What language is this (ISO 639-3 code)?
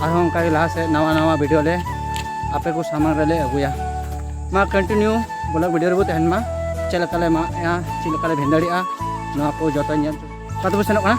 sat